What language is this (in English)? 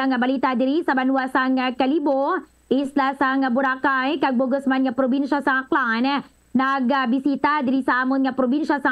Hiligaynon